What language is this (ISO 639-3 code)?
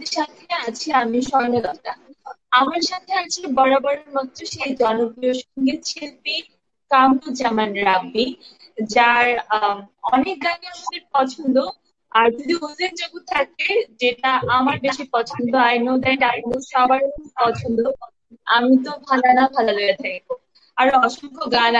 ben